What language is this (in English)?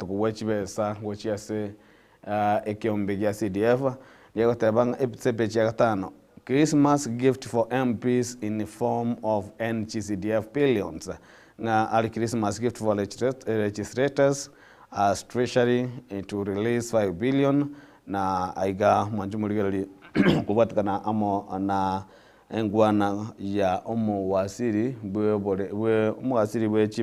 Gusii